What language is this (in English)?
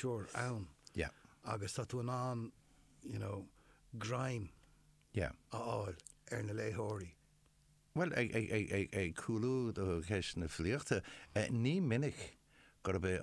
Irish